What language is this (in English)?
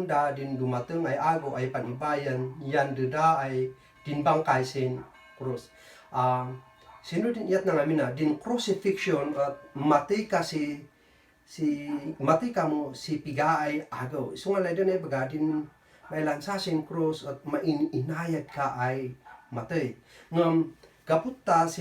Kankanaey